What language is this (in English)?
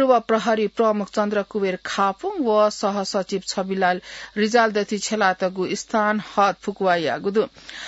Newari